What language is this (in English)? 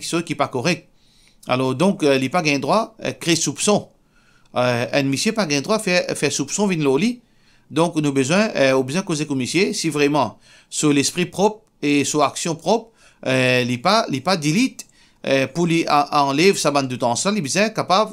Morisyen